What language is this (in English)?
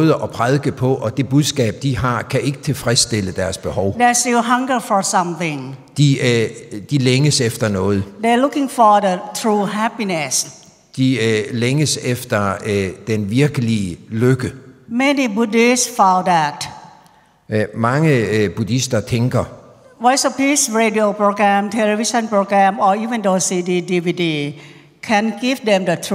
Danish